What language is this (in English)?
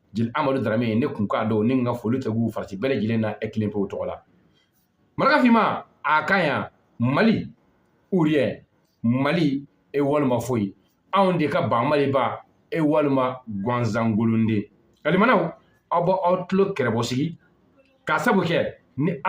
Bambara